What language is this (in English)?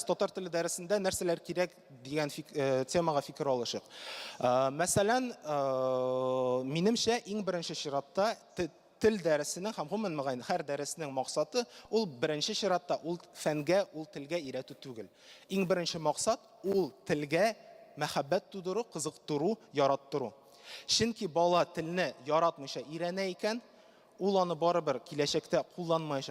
Tatar